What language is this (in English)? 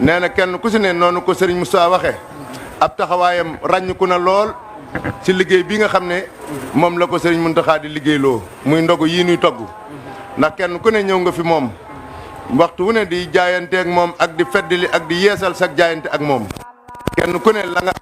Wolof